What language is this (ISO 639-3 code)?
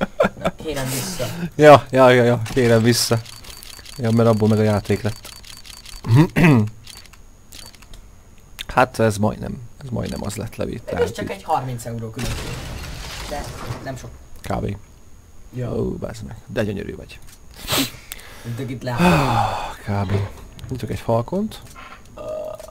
hun